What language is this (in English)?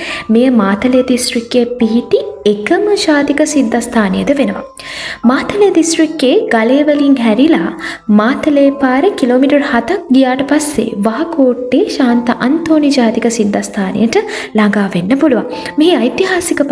Sinhala